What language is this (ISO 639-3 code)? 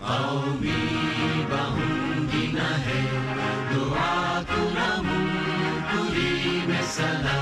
div